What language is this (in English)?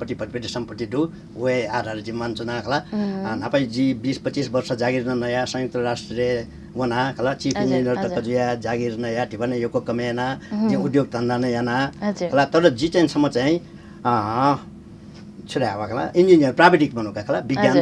Newari